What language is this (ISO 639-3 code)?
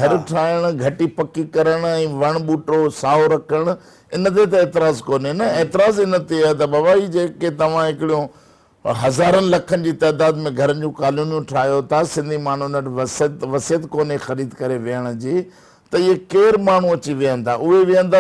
snd